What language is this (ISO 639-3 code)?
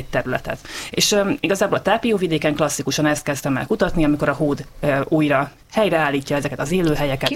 hun